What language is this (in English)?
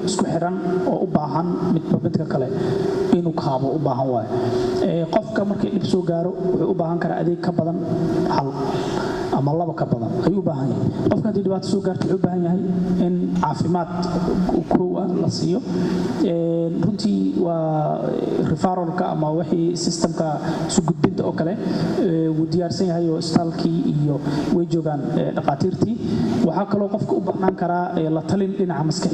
Somali